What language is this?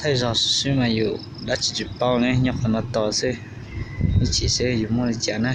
Hmong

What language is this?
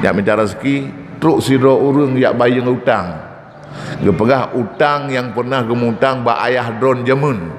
Achinese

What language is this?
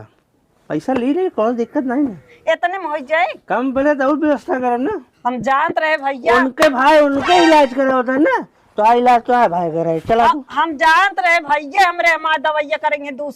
Awadhi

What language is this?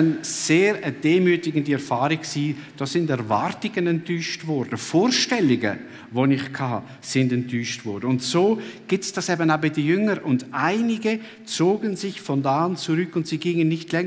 Swiss German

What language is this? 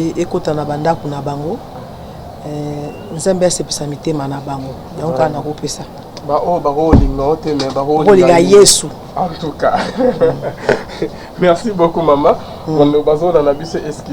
Lingala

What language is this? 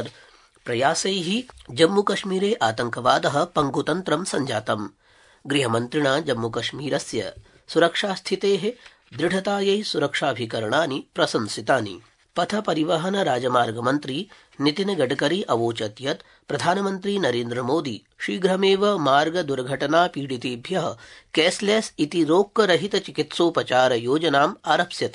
Sanskrit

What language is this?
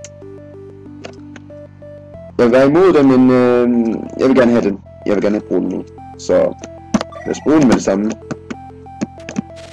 Danish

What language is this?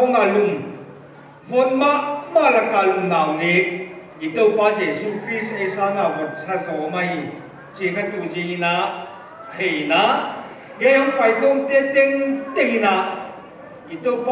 Paite Chin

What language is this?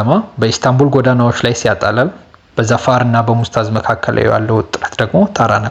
Amharic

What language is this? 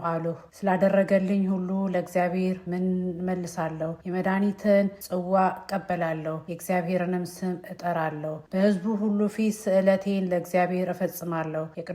Amharic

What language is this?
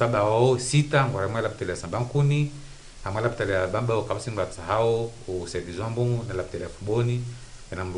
Ngazidja Comorian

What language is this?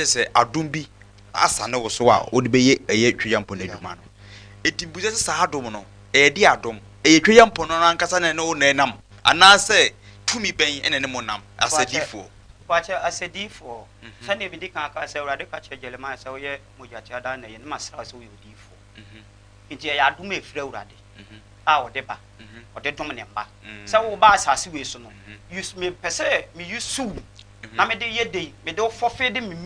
Akan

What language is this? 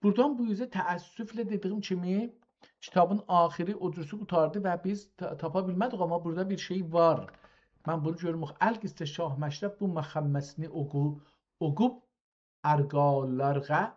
South Azerbaijani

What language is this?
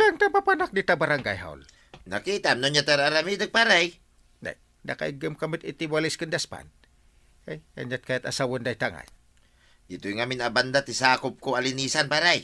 Iloko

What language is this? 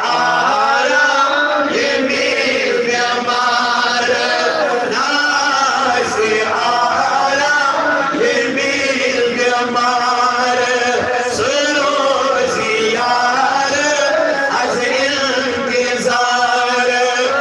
Kashmiri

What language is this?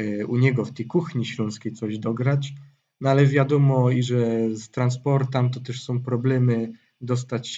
Silesian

